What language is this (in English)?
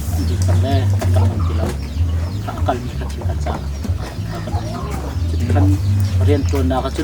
Hakha Chin